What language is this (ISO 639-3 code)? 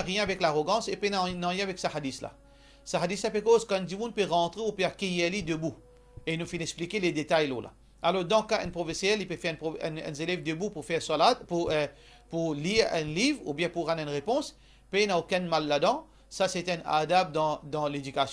mfe